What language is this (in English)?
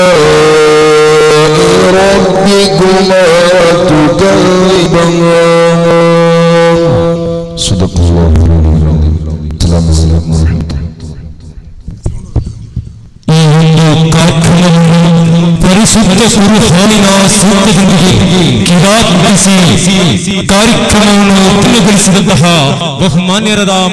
Malayalam